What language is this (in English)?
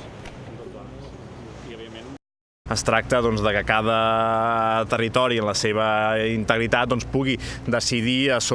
Catalan